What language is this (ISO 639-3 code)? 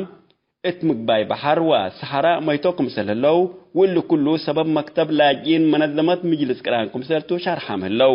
tig